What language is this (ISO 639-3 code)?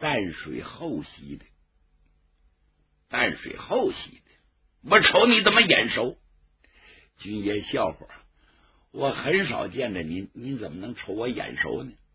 zho